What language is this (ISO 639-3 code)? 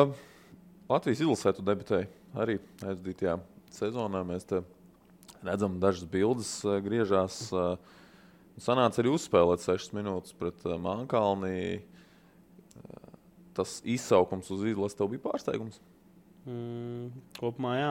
lav